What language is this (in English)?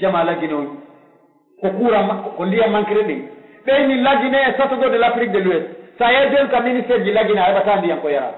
Pular